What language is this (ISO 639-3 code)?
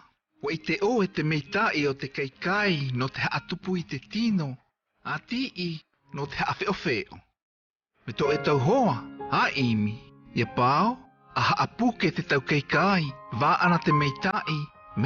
mqm